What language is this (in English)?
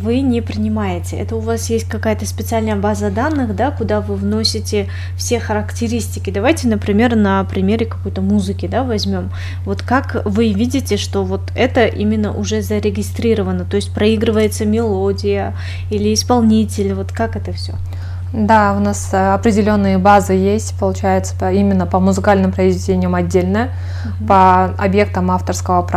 Russian